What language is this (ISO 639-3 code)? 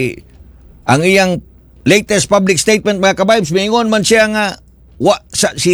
ceb